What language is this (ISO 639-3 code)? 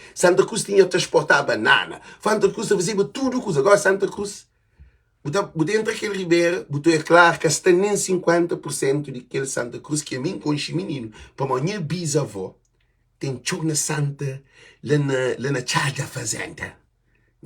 kea